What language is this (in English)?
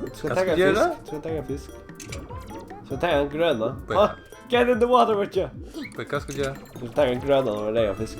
Faroese